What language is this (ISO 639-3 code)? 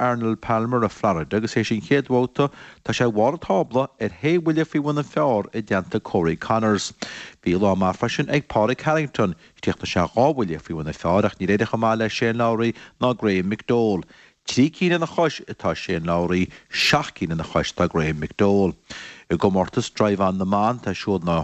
gle